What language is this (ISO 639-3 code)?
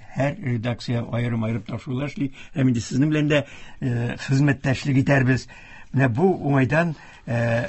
tat